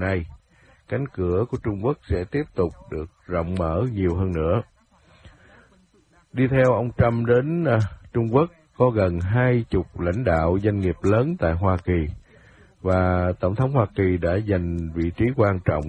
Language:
Vietnamese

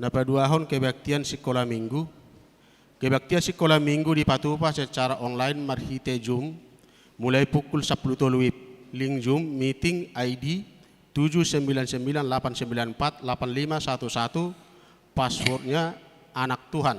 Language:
Batak Toba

